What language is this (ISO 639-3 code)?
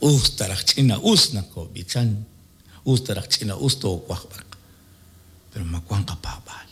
kek